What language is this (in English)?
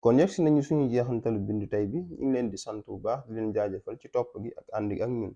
Wolof